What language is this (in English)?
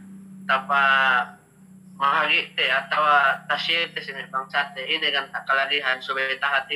Yakan